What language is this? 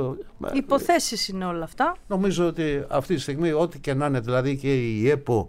Greek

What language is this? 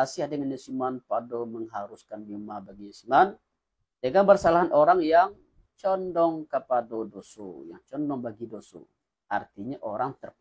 Minangkabau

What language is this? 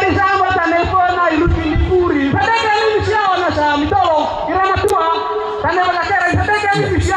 Nias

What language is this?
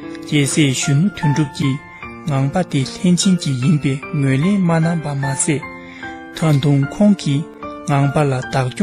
Tibetan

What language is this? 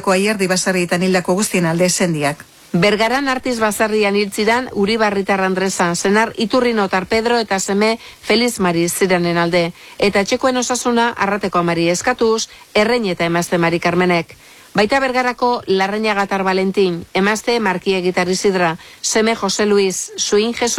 Basque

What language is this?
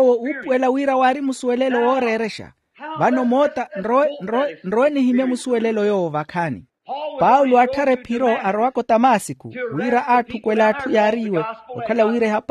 Makhuwa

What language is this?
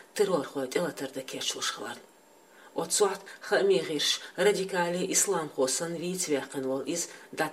Chechen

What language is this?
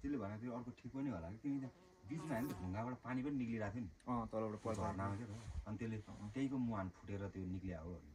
Nepali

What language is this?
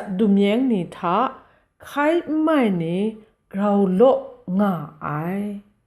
Kachin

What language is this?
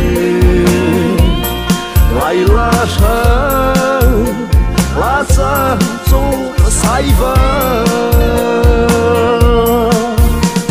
Vietnamese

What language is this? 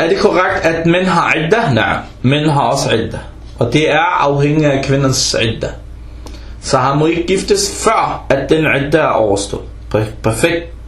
Danish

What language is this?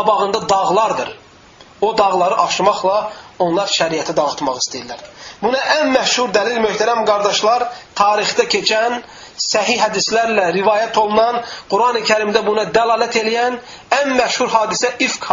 Azerbaijani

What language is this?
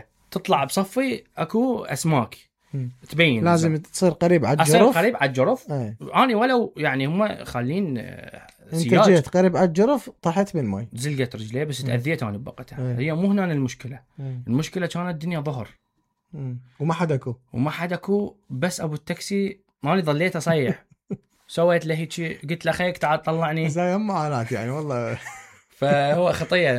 Mesopotamian Arabic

